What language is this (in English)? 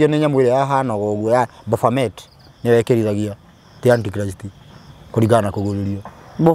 Kikuyu